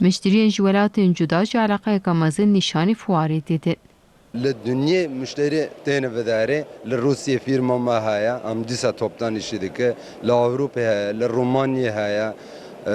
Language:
Kurdish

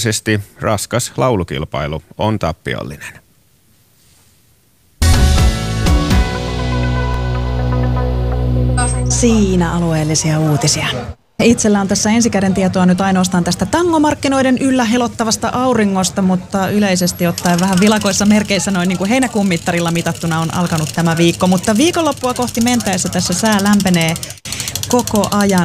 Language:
Finnish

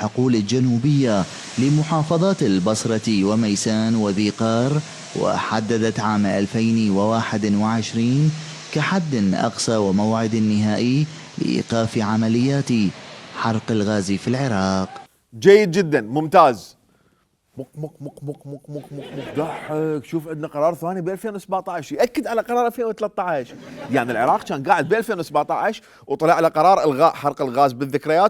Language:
Mesopotamian Arabic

